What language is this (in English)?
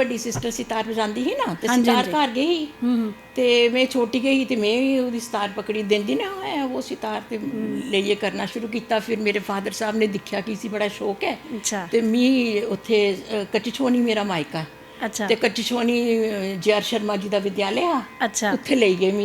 Dogri